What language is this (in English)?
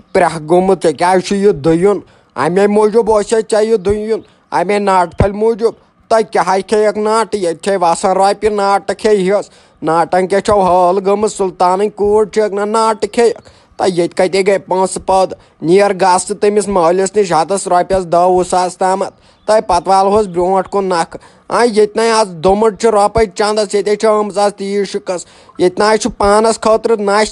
Kashmiri